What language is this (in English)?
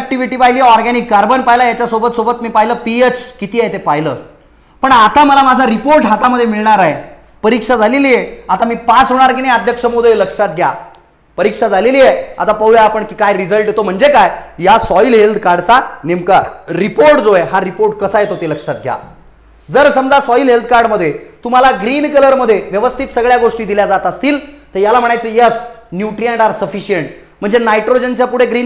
Marathi